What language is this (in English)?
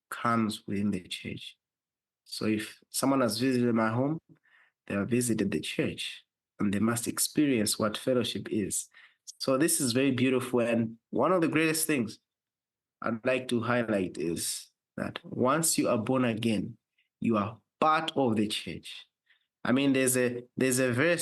English